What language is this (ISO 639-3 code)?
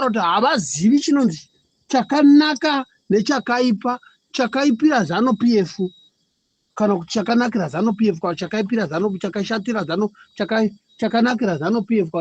sna